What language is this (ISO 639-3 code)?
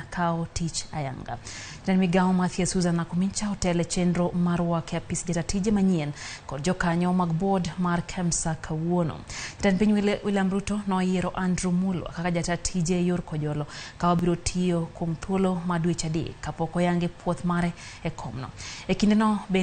luo